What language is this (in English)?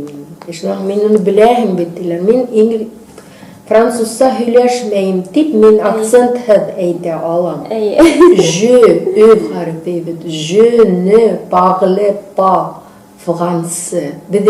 Bashkir